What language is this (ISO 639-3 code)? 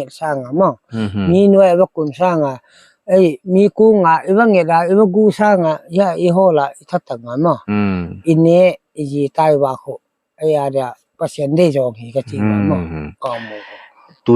pck